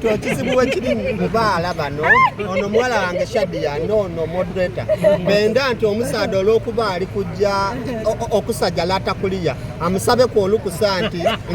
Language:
Soga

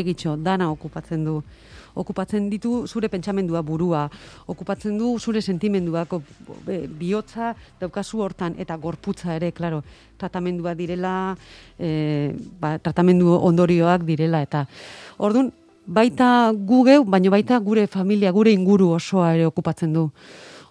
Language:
Basque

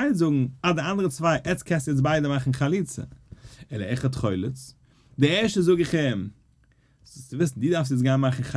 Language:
Yiddish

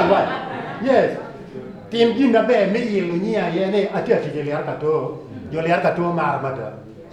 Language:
Acoli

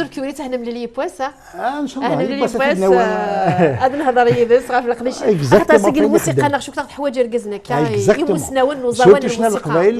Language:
Kabyle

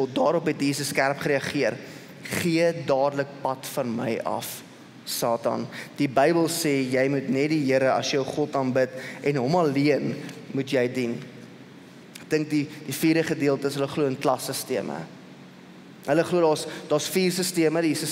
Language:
Afrikaans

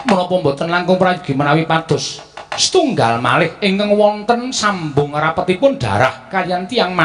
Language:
Javanese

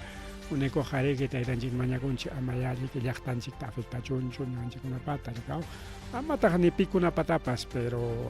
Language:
Ayacucho Quechua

